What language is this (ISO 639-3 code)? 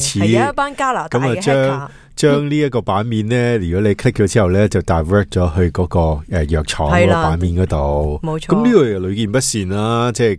yue